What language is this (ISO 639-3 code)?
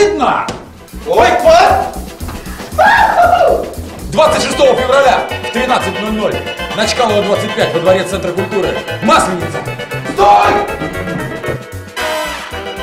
rus